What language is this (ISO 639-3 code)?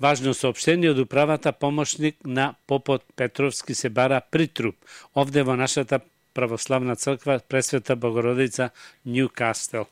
mkd